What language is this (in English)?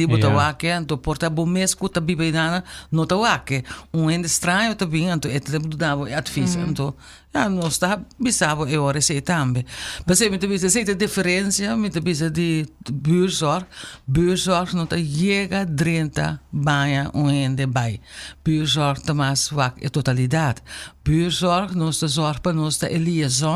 Papiamento